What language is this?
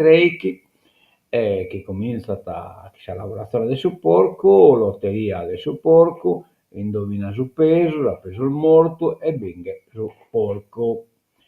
Sardinian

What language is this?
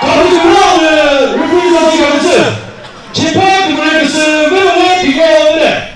Chokri Naga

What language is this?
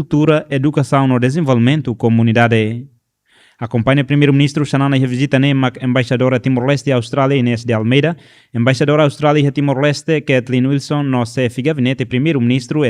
Tetum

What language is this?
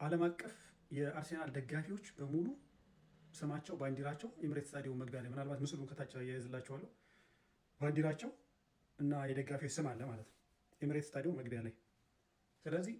Amharic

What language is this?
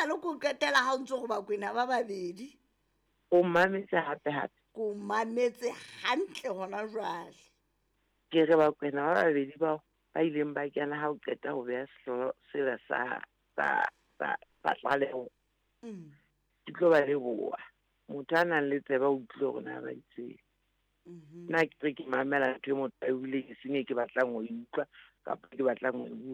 Southern Sotho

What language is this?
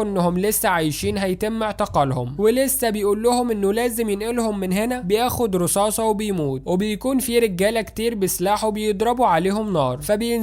Egyptian Arabic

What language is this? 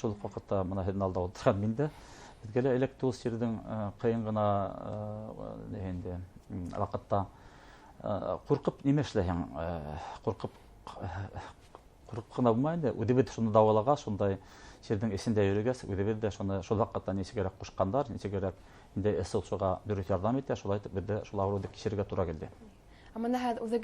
Bashkir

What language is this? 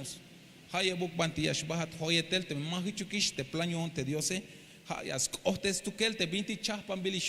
Tzeltal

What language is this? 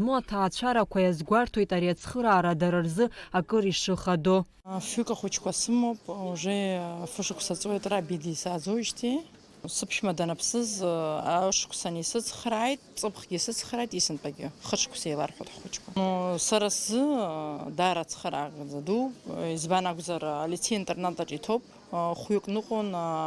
Abkhazian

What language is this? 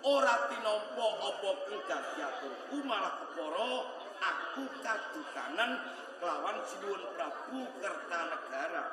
Javanese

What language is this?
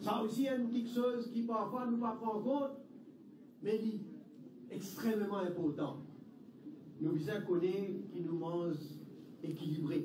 Morisyen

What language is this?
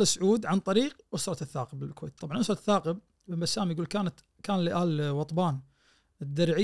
Najdi Arabic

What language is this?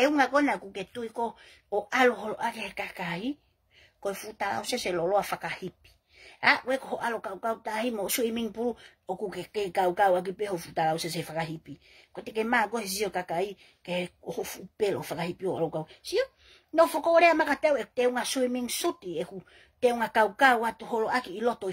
Tongan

